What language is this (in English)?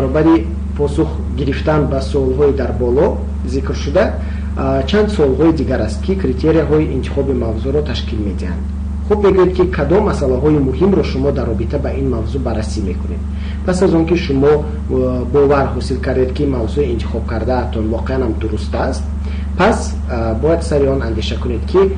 Tajik